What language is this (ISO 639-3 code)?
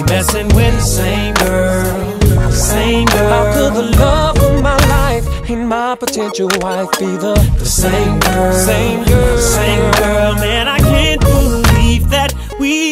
eng